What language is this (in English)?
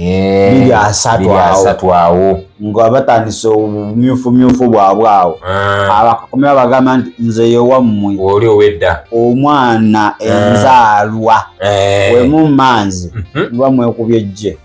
Ganda